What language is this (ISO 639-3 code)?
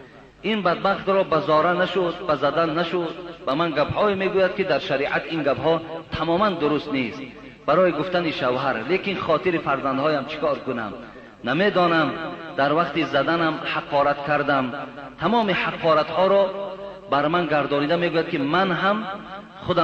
tgk